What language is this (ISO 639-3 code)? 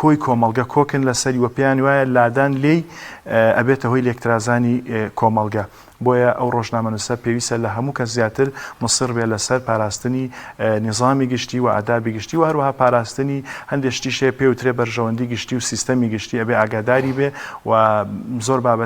ckb